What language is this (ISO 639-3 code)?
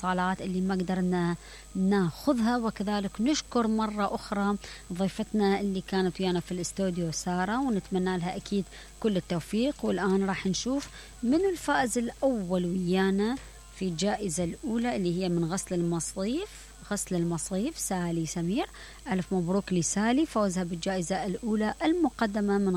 acm